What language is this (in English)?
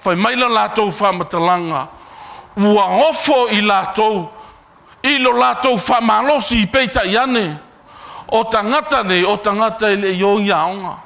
Samoan